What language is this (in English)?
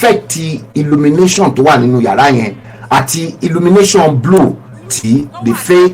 Yoruba